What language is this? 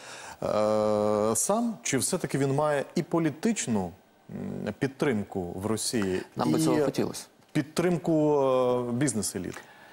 Ukrainian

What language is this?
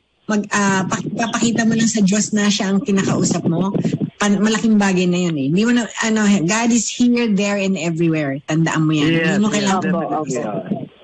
Filipino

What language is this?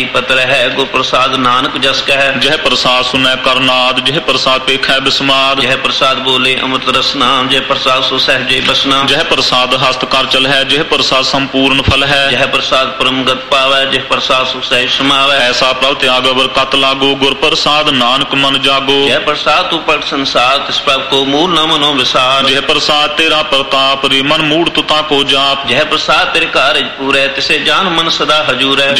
Punjabi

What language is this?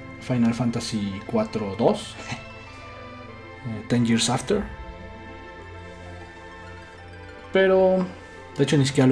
Spanish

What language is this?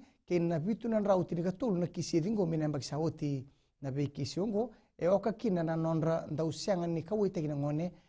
Fijian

